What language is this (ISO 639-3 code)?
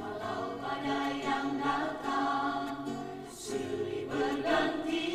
nia